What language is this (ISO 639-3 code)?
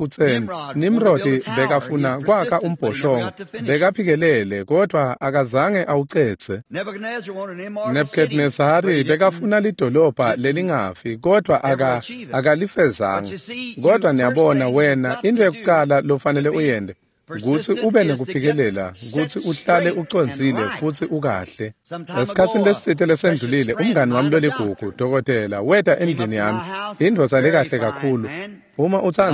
ssw